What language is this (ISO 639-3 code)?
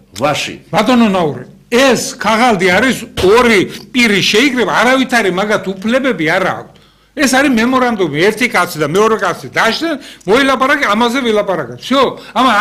kat